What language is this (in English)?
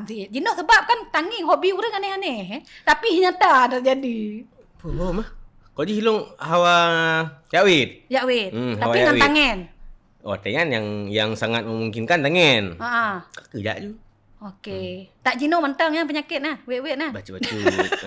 Achinese